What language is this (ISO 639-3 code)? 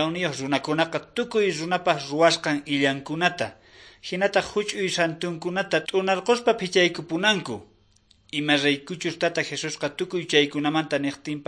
que